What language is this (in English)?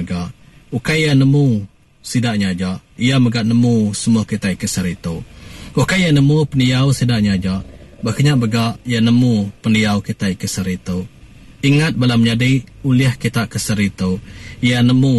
Iban